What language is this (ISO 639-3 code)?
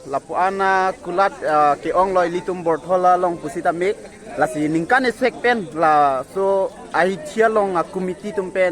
mjw